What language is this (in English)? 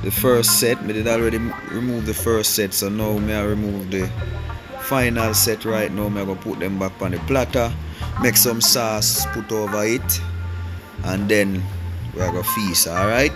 Jamaican Creole English